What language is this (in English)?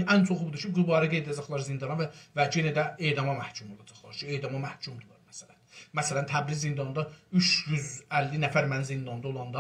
South Azerbaijani